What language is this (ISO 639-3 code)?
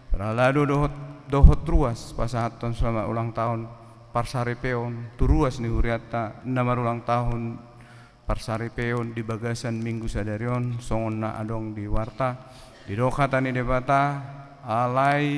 bbc